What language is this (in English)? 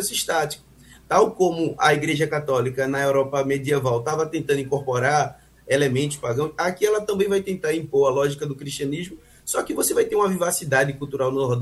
Portuguese